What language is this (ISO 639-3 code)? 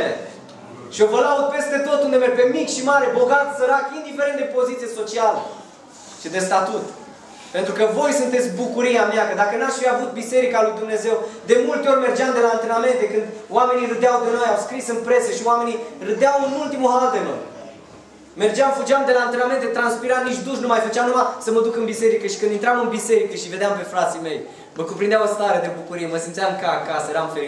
ron